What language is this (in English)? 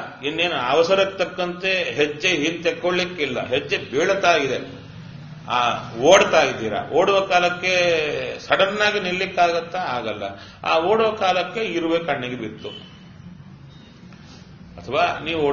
Kannada